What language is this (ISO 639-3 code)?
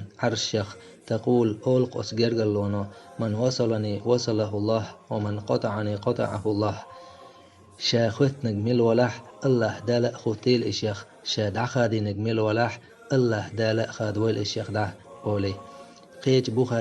che